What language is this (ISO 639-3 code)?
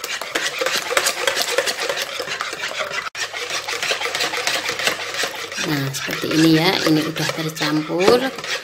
ind